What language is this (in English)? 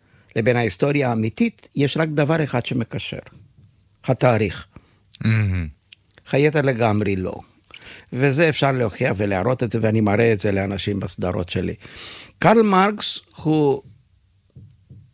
Hebrew